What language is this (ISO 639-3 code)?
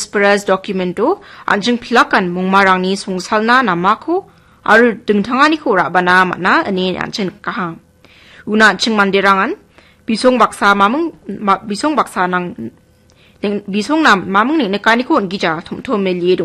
grt